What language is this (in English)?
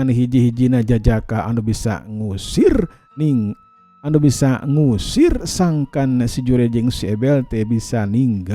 Sundanese